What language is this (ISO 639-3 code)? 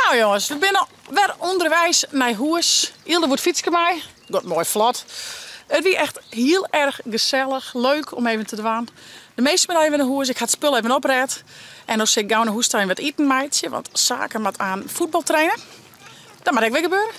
fry